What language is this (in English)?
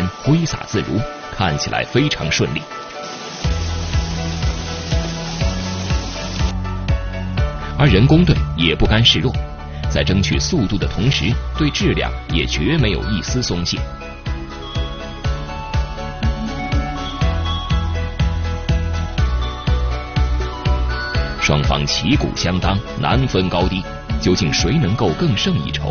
Chinese